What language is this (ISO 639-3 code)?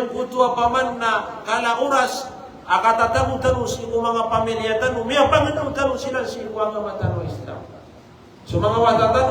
mrw